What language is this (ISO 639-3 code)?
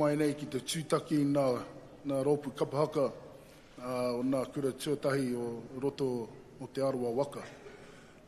mri